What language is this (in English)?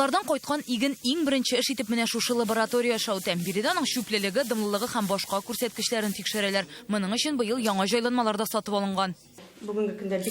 Tatar